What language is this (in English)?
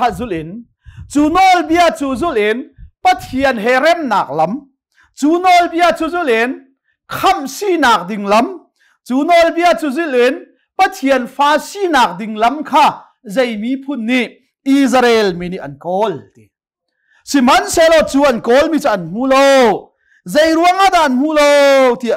Hakha Chin